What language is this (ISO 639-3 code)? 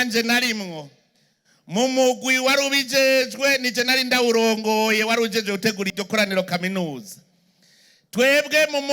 run